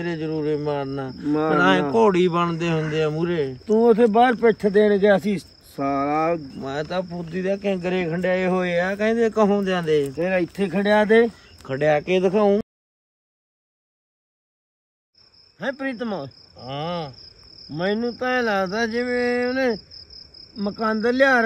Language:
Punjabi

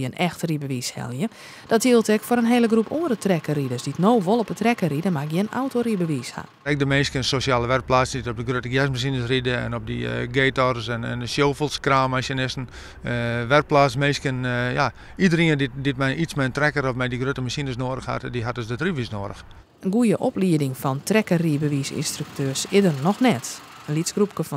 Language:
Western Frisian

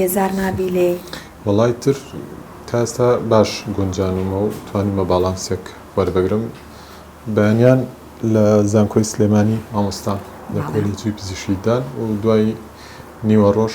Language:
Central Kurdish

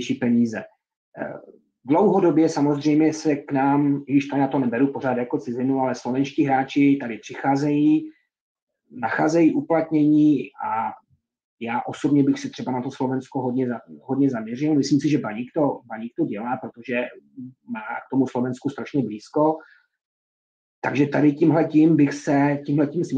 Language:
Czech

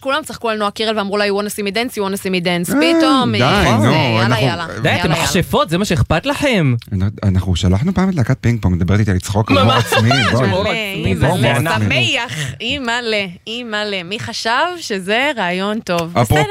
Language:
Hebrew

